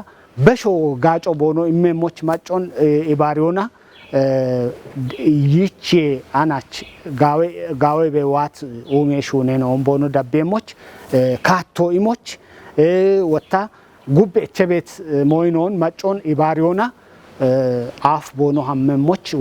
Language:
Kafa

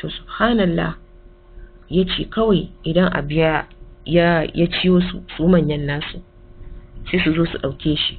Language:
Hausa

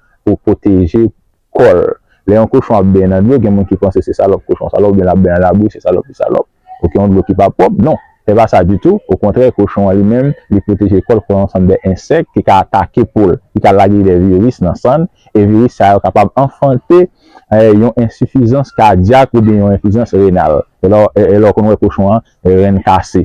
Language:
Haitian Creole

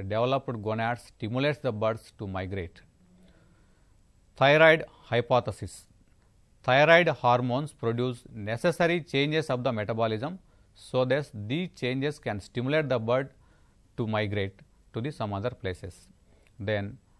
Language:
Telugu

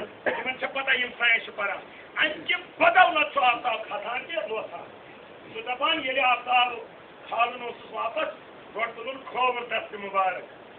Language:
Kashmiri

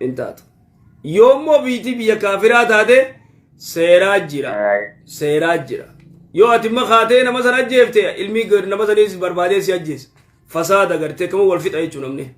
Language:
Oromo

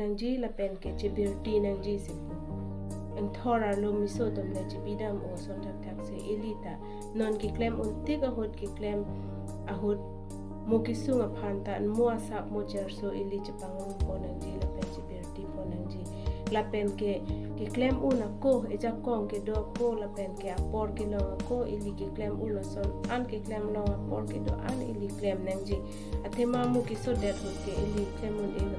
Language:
Karbi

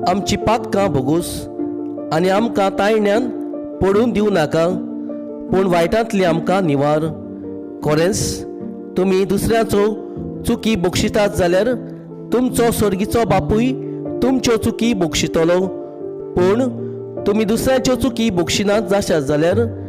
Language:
Konkani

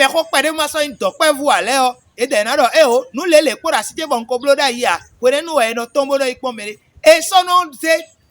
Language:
Fon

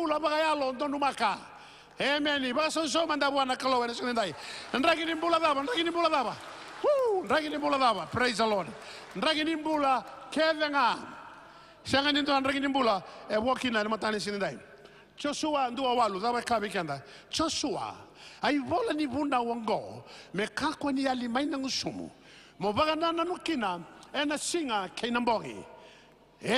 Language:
Fijian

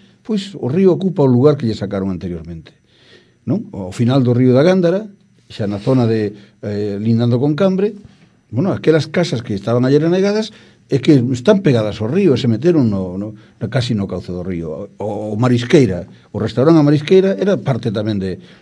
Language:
Galician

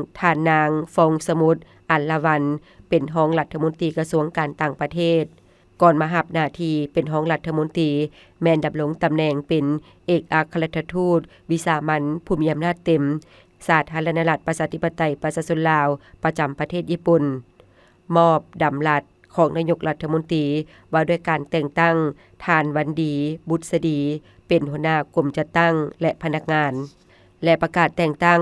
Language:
Lao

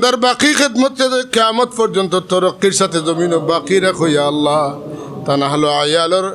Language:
Sylheti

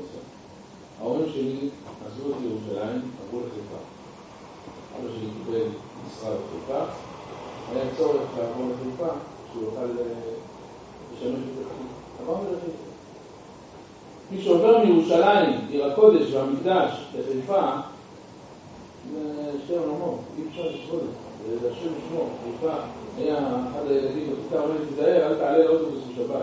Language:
Hebrew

